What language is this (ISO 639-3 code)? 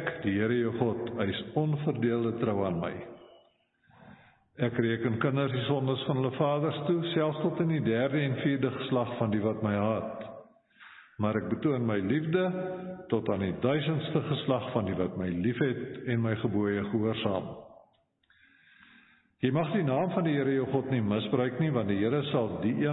afr